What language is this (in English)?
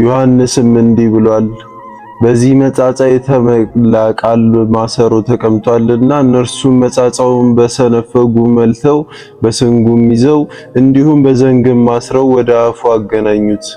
Amharic